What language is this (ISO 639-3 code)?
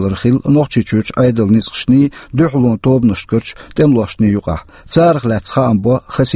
che